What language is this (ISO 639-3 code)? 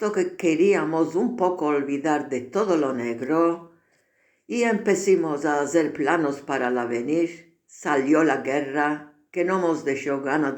lad